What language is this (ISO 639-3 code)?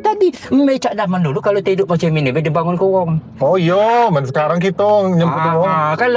mui